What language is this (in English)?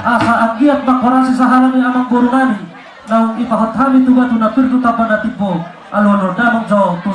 Batak Toba